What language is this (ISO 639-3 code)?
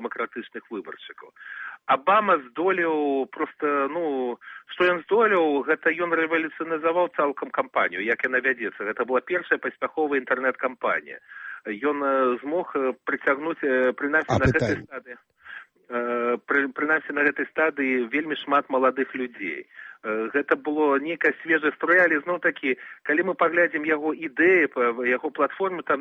bel